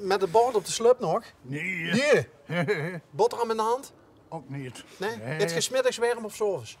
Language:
Limburgish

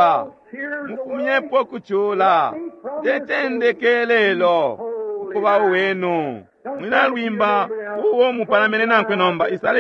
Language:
Bemba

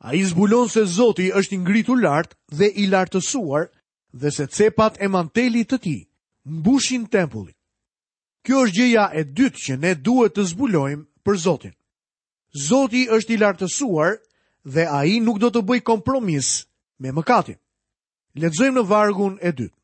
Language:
Albanian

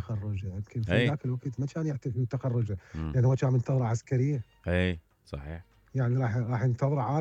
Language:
Mesopotamian Arabic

